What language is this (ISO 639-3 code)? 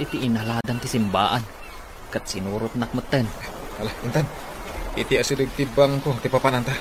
ilo